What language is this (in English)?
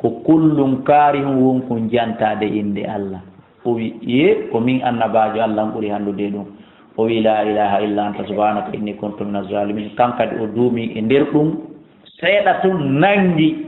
Fula